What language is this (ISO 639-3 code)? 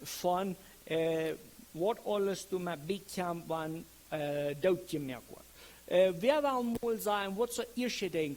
pdt